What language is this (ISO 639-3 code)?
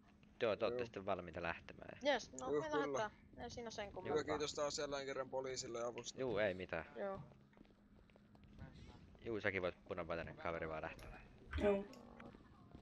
fin